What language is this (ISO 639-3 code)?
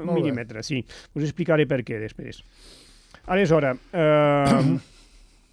cat